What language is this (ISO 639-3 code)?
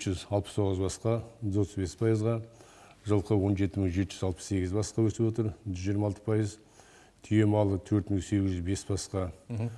kaz